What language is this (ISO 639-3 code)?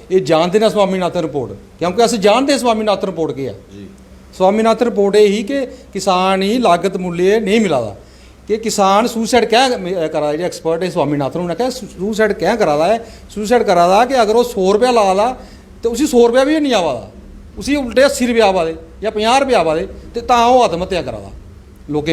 doi